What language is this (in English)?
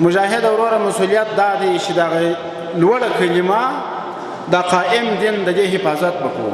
Pashto